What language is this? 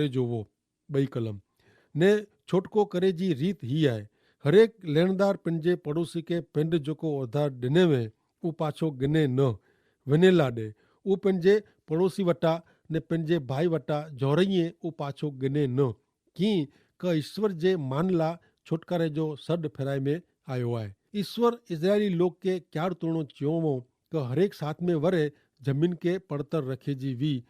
Kachhi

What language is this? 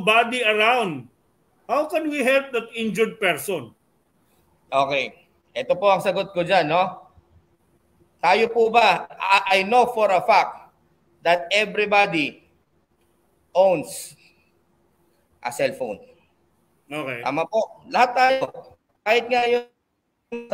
Filipino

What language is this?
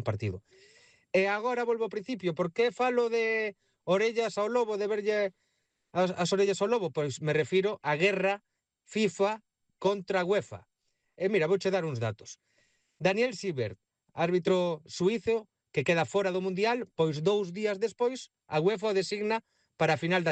Galician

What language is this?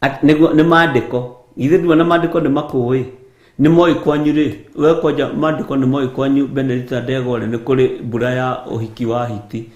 Kikuyu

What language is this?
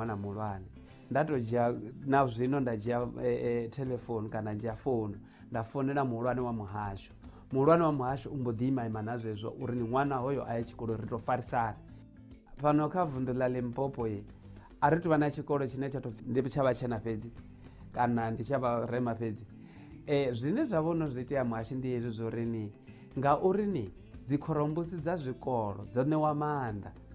Venda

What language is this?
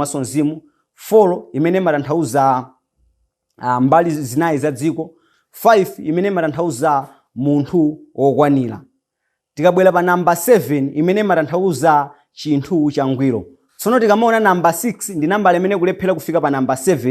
Nyanja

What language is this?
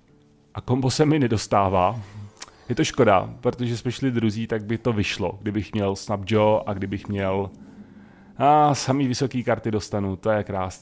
Czech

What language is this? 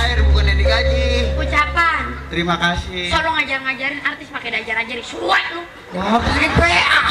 Betawi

